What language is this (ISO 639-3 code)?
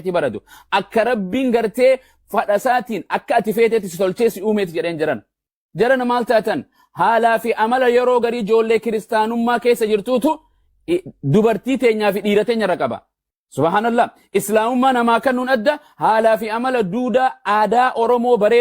orm